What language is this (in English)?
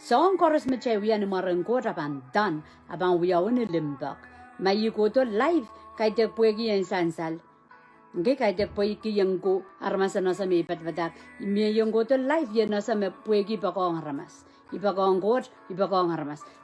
Pohnpeian